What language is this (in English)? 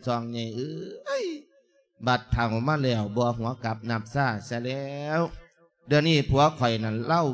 Lao